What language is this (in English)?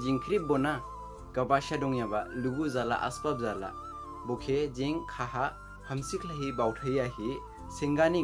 Dimasa